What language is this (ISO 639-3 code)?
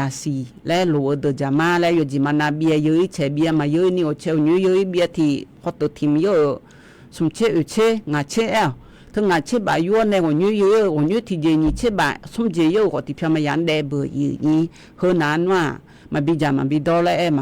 ahk